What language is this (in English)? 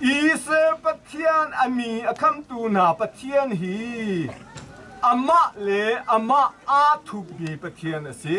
Hakha Chin